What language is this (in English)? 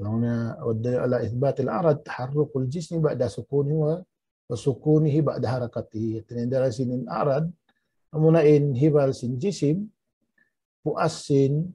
Tausug